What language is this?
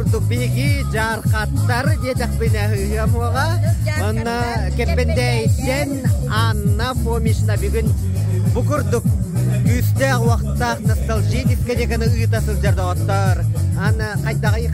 Yakut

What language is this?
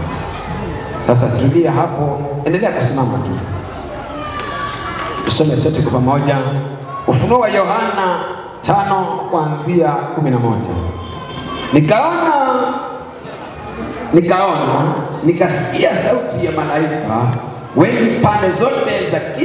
Swahili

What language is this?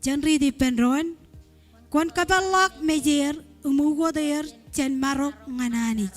Marshallese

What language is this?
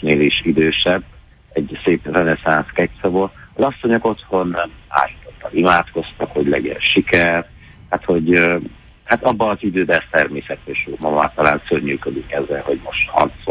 Hungarian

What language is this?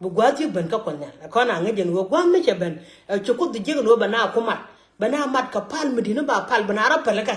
Nuer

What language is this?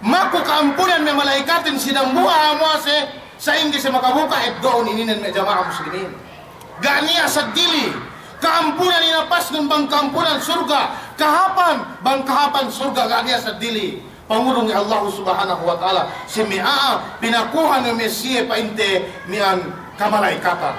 Yakan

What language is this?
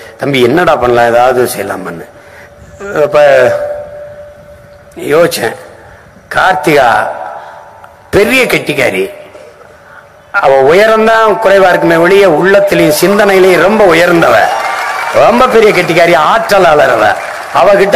Tamil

